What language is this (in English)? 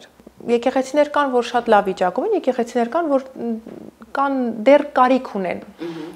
Armenian